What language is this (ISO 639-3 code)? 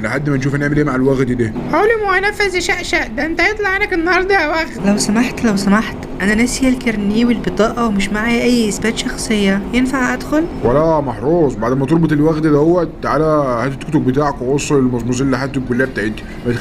arz